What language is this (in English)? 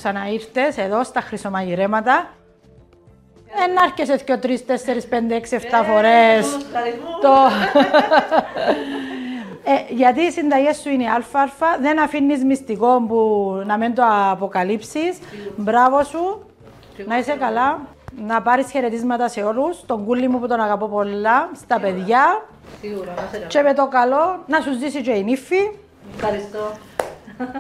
Greek